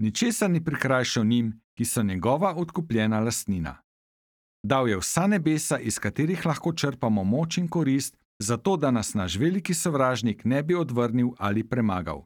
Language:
Slovenian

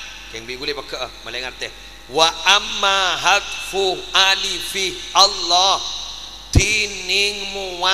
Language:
Madurese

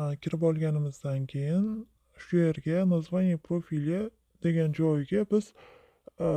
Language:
Uzbek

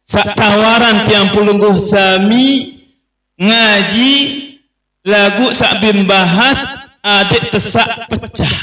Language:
Sasak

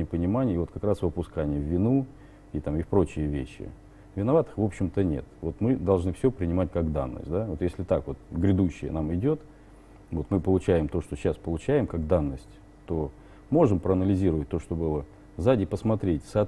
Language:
Russian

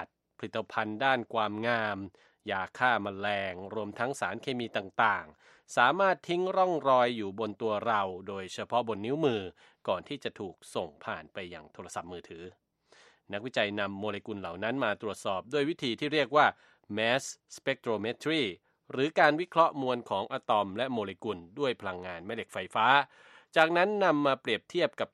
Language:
Thai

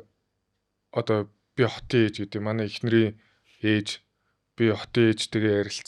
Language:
Mongolian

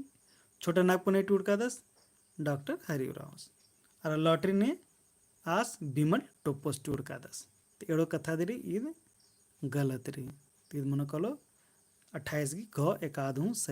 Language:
Kurukh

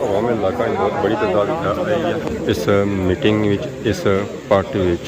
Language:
Pahari-Potwari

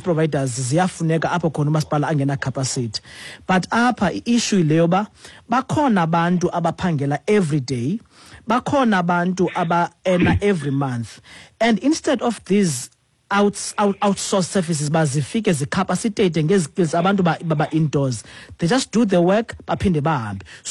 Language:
Xhosa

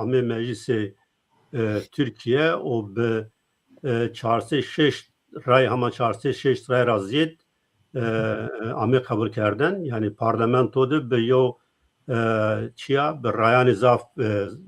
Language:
Zaza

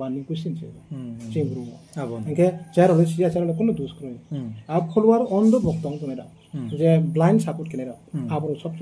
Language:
Riang (India)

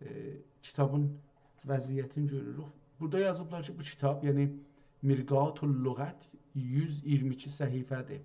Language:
South Azerbaijani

